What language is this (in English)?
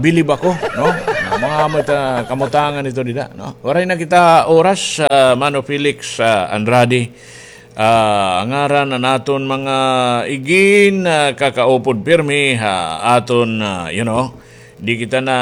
Waray